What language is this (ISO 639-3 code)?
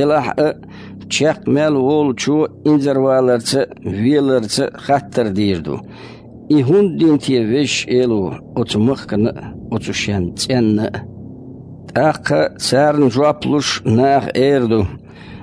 che